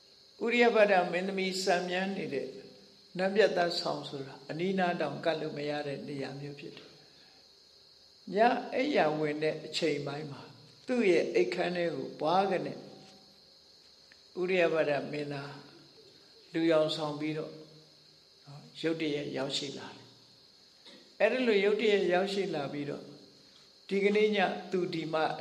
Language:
Burmese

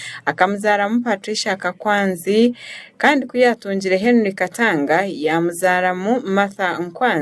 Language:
Nyankole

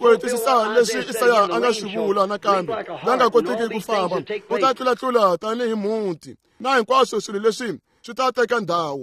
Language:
Tsonga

